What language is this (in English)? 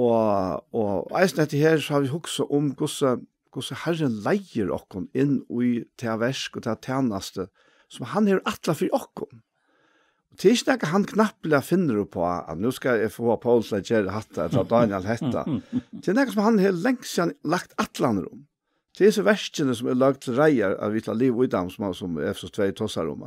Faroese